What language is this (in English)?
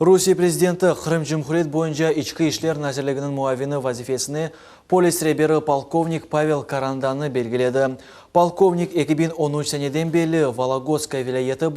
Crimean Tatar